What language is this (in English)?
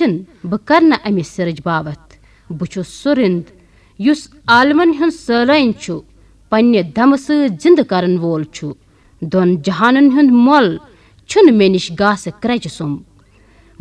Kashmiri